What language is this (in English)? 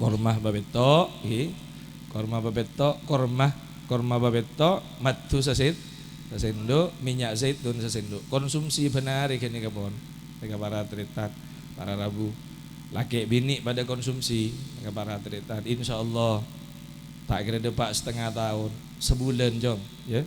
Madurese